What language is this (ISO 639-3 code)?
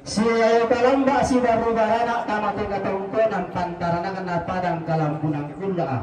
sda